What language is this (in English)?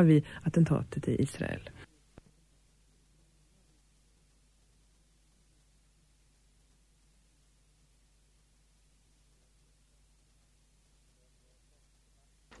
Swedish